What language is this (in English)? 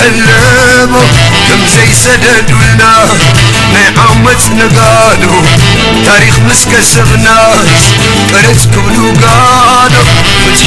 Tigrinya